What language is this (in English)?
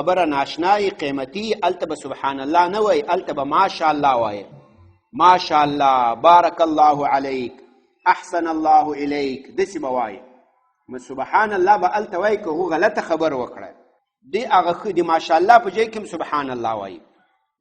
Pashto